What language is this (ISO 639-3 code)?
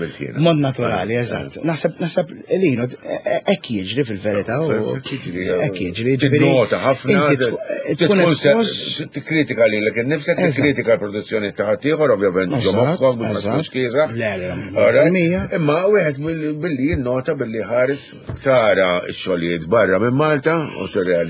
mlt